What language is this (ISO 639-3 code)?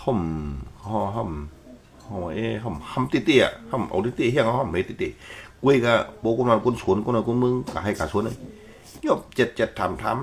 shn